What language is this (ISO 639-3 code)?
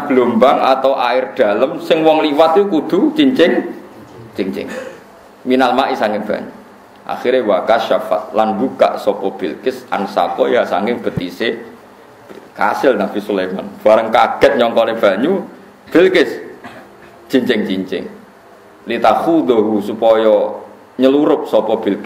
jav